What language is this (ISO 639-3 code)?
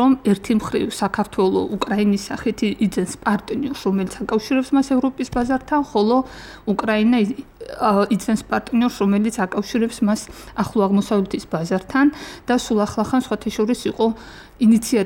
kat